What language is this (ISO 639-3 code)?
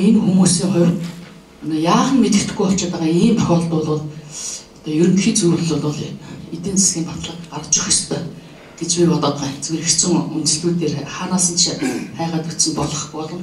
mon